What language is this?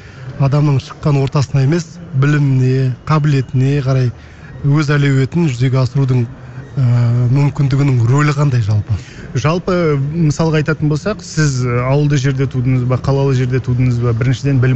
Kazakh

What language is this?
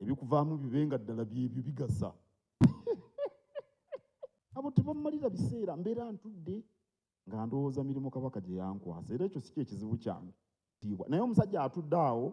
Ganda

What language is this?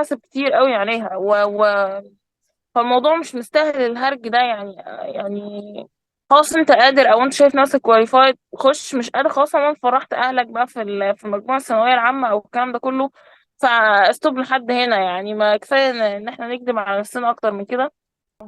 Egyptian Arabic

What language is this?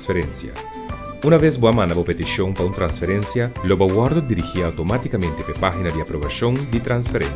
Papiamento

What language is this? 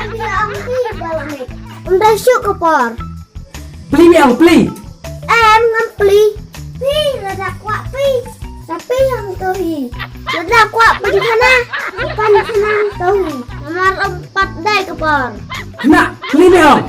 Khasi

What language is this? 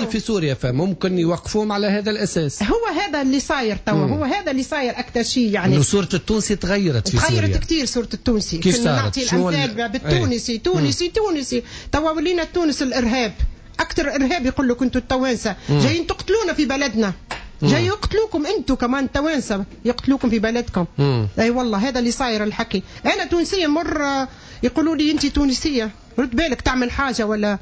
Tunisian Arabic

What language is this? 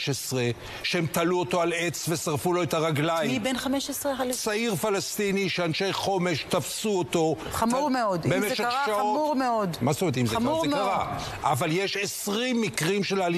Hebrew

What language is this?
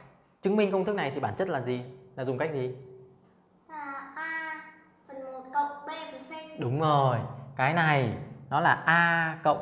Vietnamese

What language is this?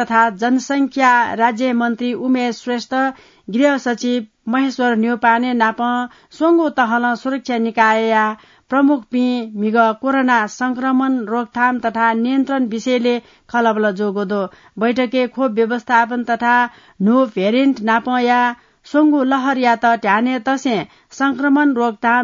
Newari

